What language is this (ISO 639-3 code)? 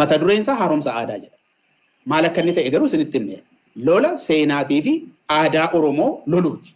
orm